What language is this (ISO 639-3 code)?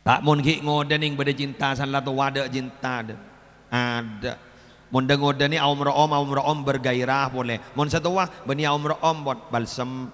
mad